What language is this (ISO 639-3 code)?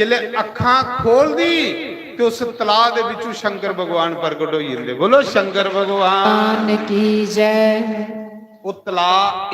doi